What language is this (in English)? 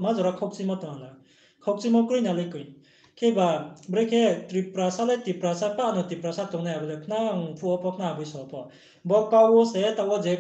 Riang (India)